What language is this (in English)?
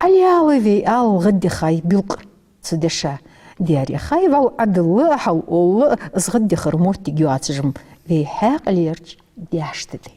Ingush